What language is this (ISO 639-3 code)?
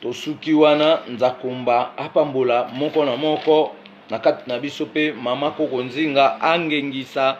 lin